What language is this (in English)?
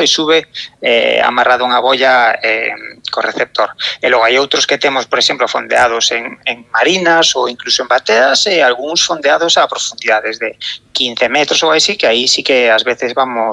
Galician